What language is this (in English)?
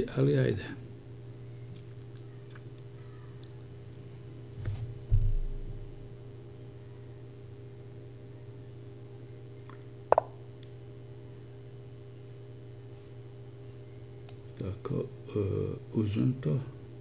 Croatian